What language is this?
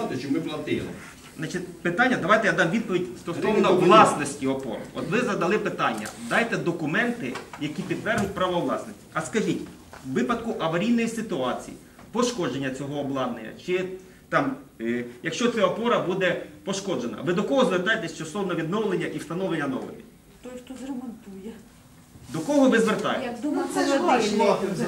Ukrainian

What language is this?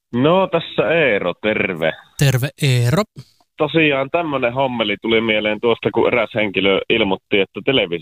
Finnish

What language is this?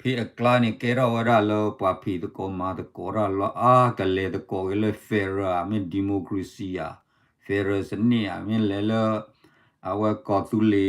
S'gaw Karen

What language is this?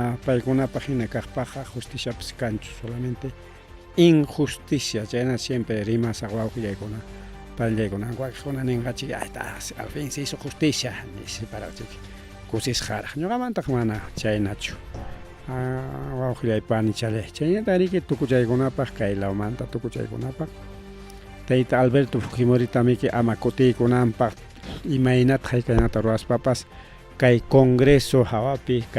Ayacucho Quechua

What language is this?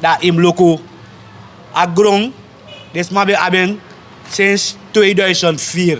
Sranan Tongo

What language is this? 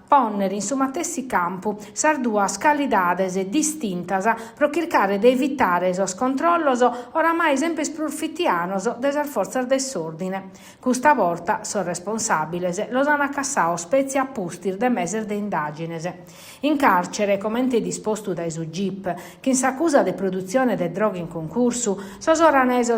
Sardinian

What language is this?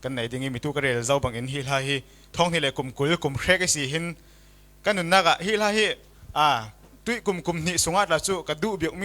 Falam Chin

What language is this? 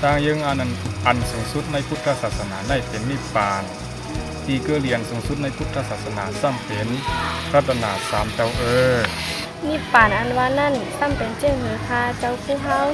Shan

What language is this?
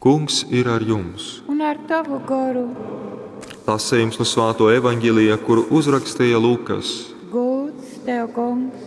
Latgalian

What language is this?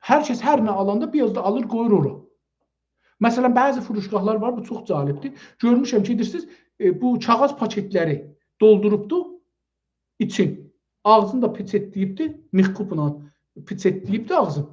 South Azerbaijani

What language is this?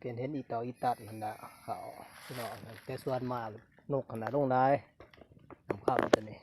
Lao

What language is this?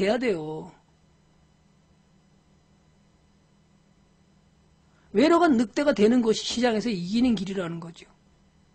Korean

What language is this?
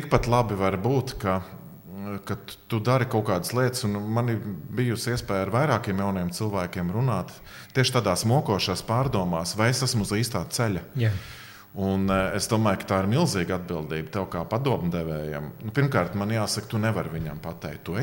Latvian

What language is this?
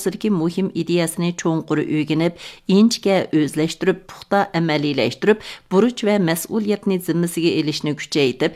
Uyghur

